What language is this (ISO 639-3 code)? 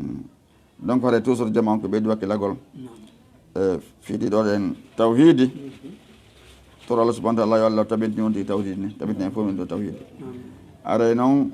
ful